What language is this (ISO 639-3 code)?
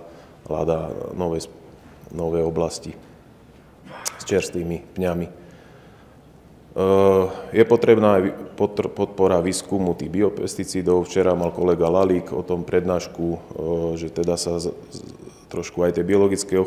slk